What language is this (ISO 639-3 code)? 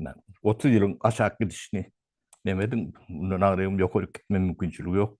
tuk